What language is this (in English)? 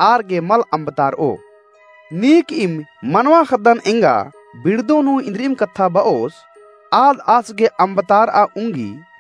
Kurukh